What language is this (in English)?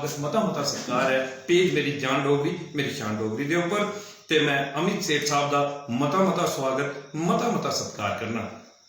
Dogri